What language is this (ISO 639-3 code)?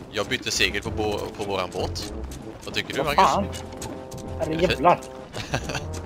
swe